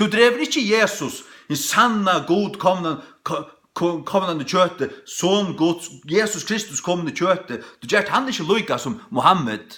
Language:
Faroese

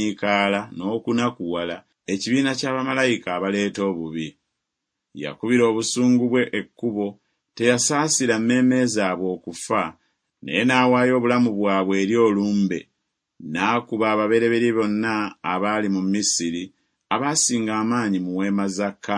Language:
Ganda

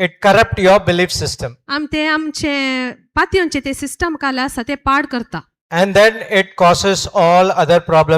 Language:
Konkani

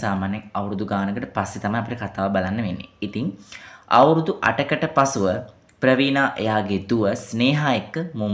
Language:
Sinhala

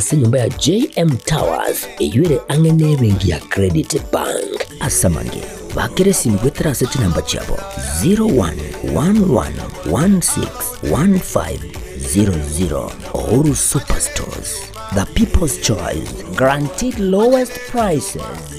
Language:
Gusii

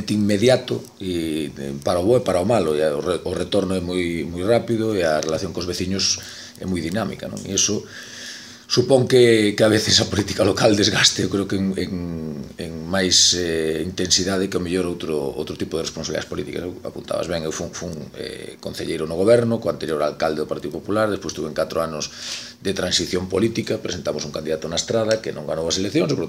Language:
Galician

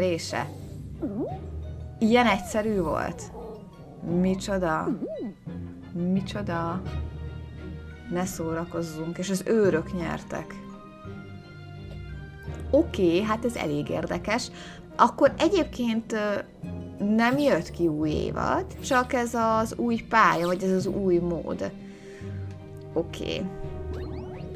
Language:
Hungarian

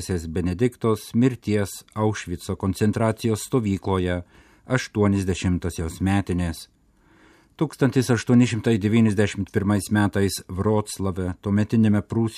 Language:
Lithuanian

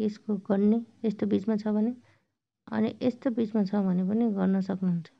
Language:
Nepali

